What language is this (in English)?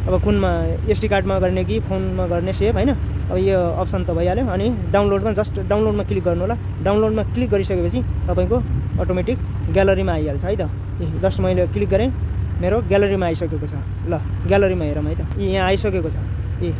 Nepali